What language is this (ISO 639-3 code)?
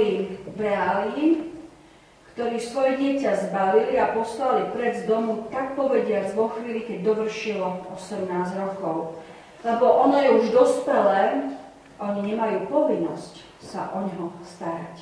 slk